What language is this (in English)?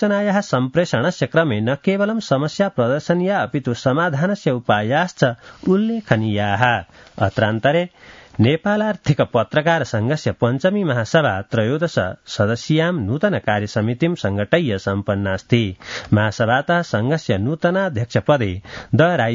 Sanskrit